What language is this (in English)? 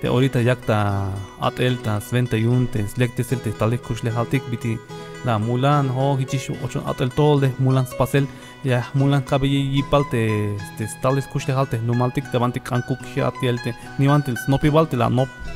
Tzeltal